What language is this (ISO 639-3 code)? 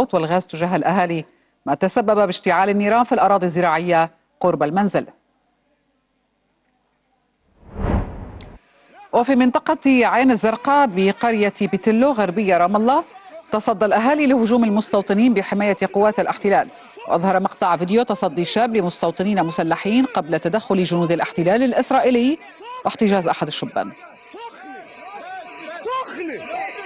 ara